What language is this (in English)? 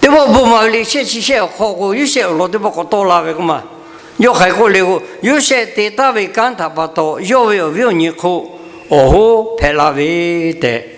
Lahu